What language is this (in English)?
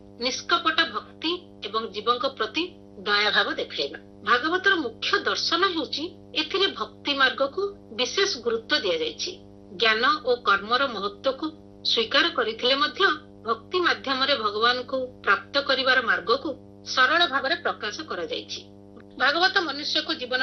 Odia